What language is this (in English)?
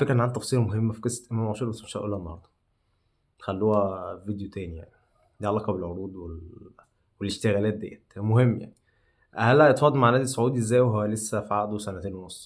Egyptian Arabic